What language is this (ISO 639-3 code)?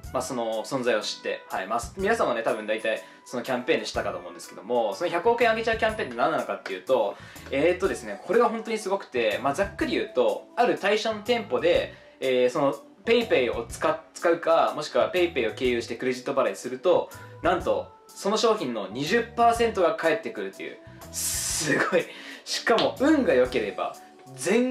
jpn